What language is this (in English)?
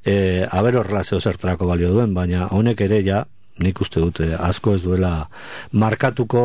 Basque